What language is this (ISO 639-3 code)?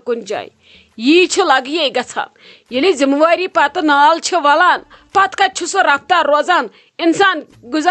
kas